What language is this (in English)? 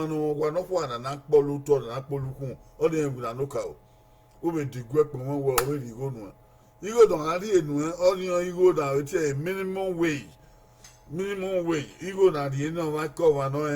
Bini